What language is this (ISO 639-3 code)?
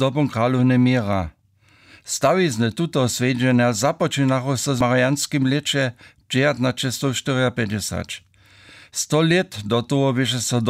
hsb